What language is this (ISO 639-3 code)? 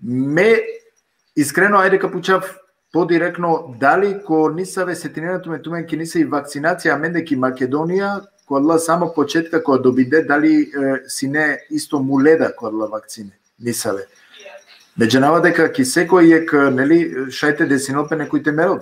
rmn